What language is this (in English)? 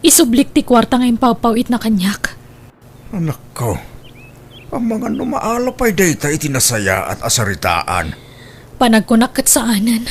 Iloko